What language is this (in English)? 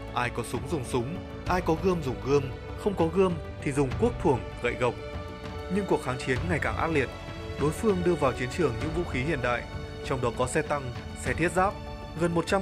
Vietnamese